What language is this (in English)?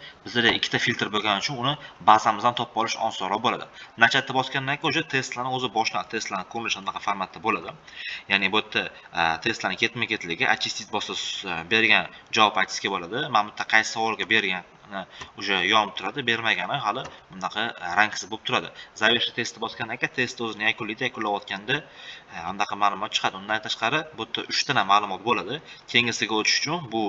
Uzbek